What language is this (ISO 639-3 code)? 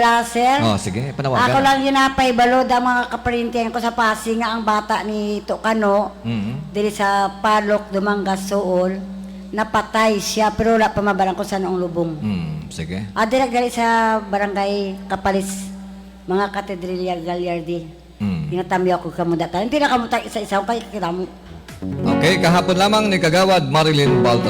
hil